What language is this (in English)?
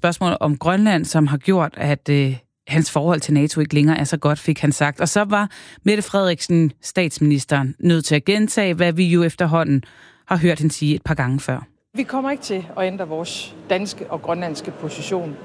Danish